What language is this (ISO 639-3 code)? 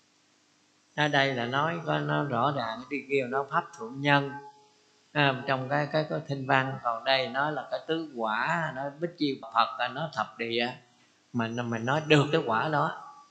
vie